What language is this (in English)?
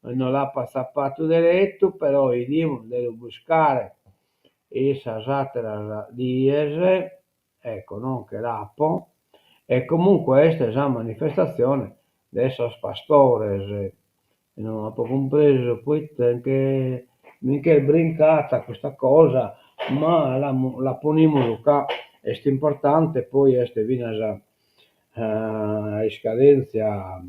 Sardinian